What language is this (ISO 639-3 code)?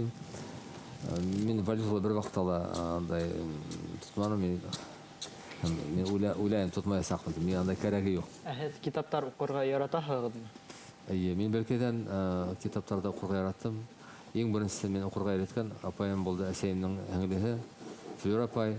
bak